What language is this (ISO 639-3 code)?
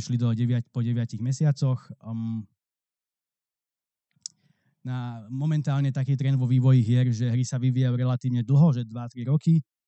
slk